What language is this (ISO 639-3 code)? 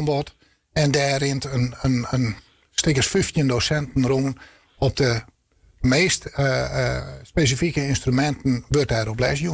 fry